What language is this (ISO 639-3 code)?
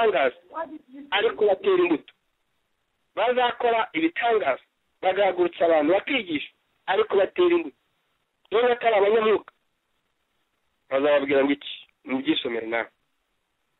kin